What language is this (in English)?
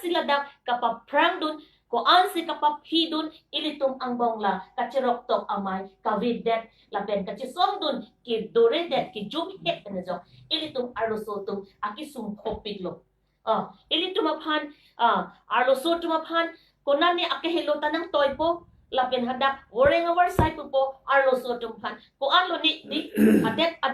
Karbi